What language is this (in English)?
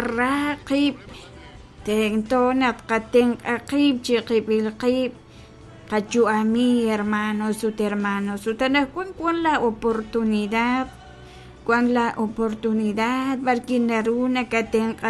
Kekchí